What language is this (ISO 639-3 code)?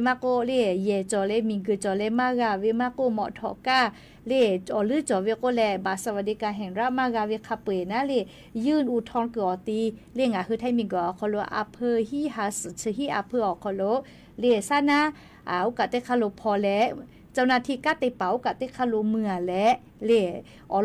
lhu